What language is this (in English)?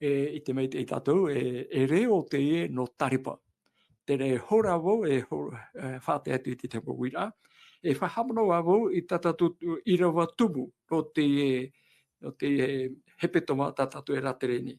Tahitian